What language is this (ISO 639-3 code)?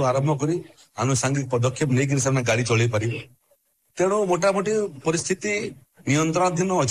ori